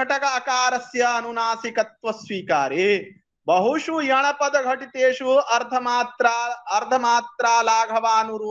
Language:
Sanskrit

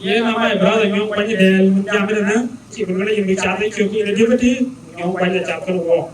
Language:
Dinka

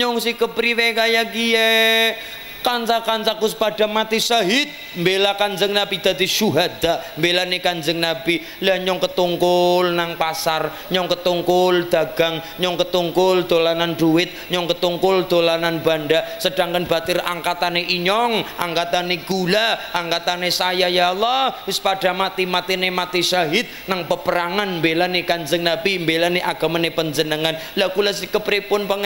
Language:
Javanese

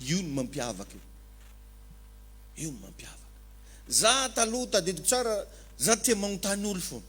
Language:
Malagasy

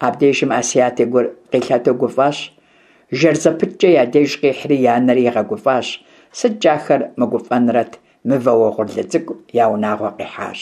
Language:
Kabardian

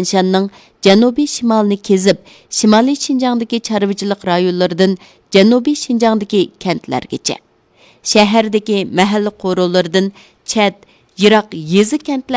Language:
Uyghur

